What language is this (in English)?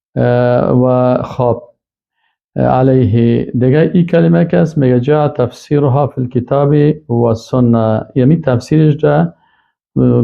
Persian